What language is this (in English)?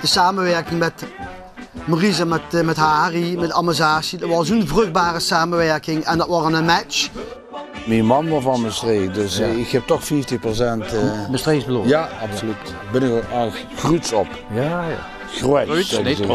Limburgish